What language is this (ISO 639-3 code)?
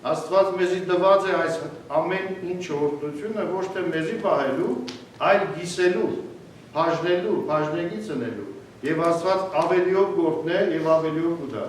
hyw